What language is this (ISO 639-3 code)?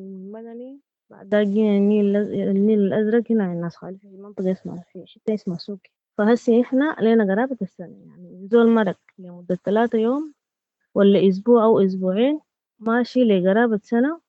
apd